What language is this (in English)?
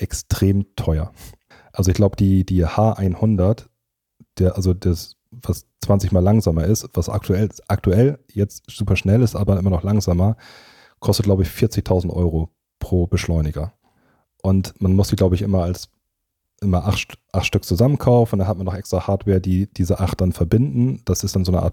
German